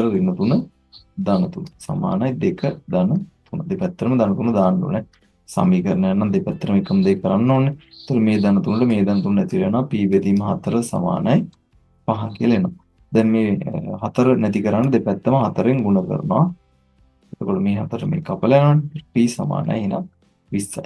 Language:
Sinhala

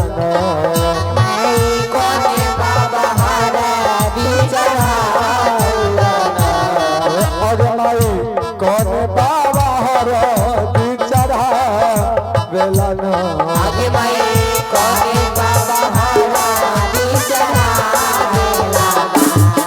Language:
Maithili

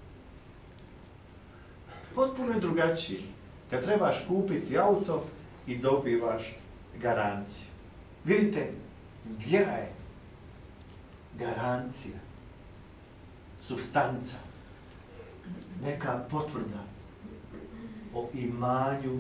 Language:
Croatian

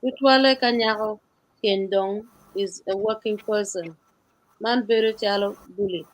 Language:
Acoli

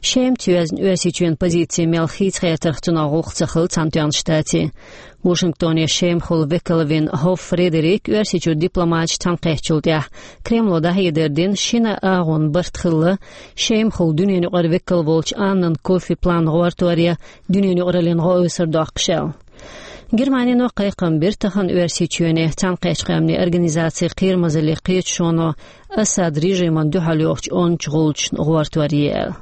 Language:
Chechen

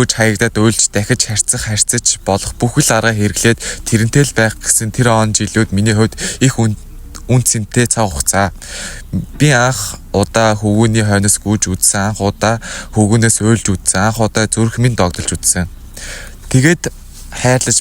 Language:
Mongolian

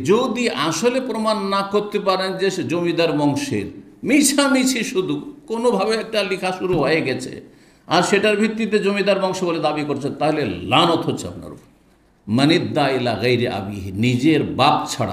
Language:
Bangla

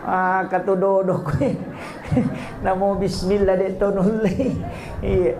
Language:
Buginese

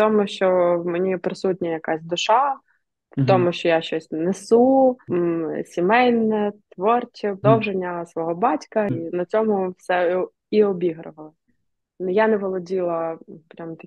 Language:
Ukrainian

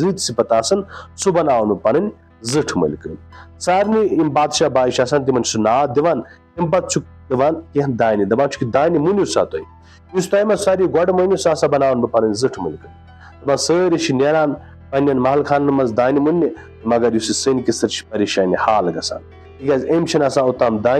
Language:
Kashmiri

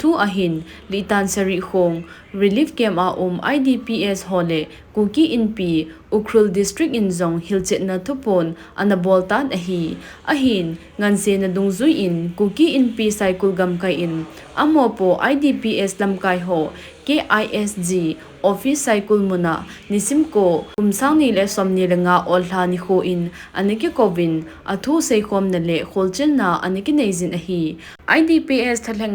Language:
Thado Chin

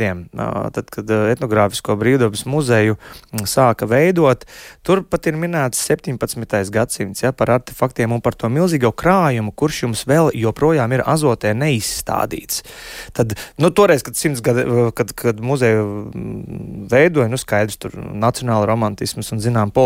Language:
Latvian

